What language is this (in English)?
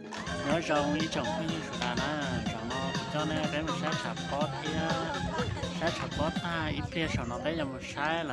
Hmong